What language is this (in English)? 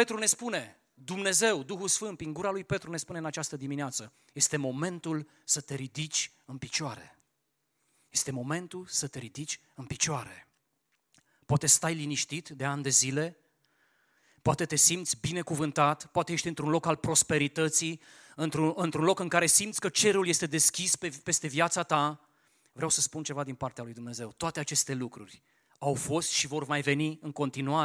Romanian